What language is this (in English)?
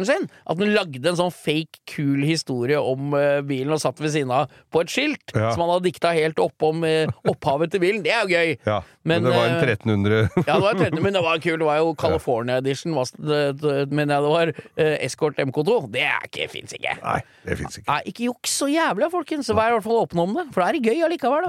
Norwegian